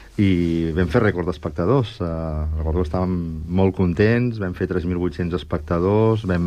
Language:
Catalan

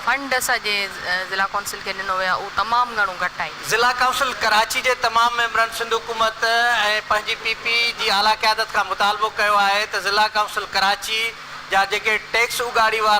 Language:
Sindhi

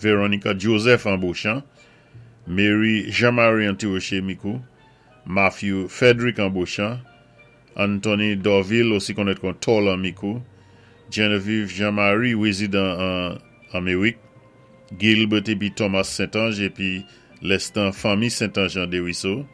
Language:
Saint Lucian Creole French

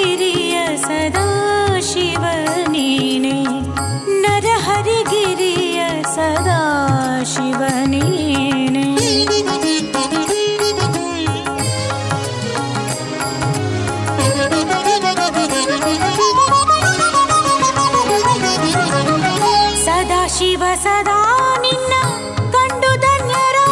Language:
Kannada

